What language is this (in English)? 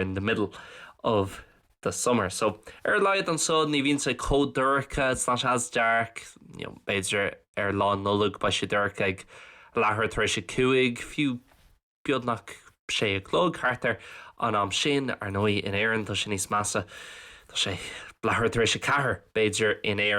Irish